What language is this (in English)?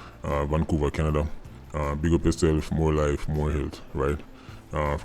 Jamaican Creole English